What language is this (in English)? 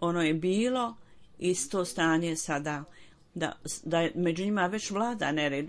Bosnian